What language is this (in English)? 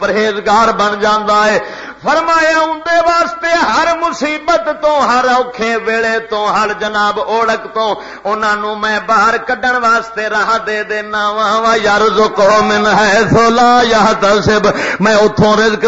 Western Panjabi